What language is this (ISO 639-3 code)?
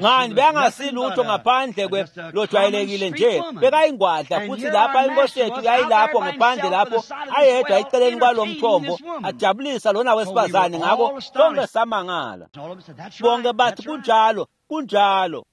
ssw